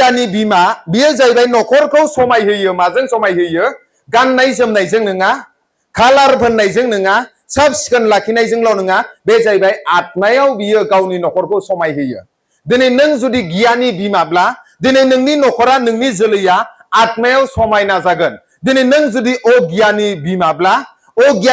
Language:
Bodo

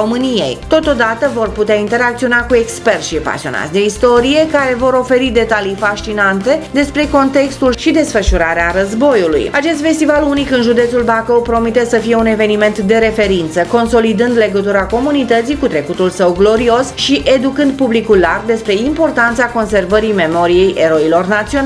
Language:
Romanian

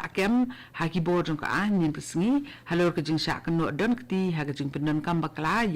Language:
Khasi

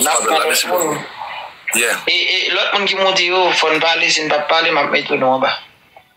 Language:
Haitian Creole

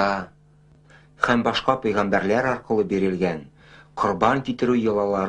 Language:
Tatar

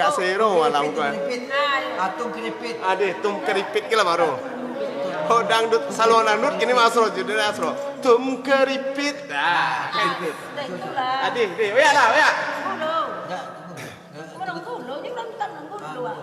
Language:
Minangkabau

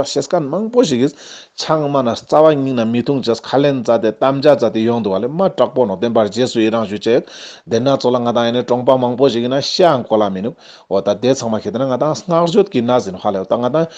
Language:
Ladakhi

